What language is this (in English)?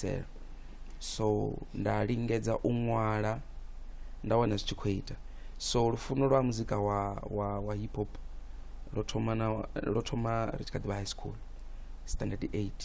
Venda